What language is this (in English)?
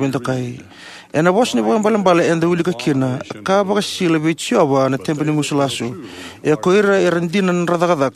Fijian